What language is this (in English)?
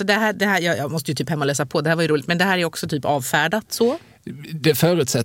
Swedish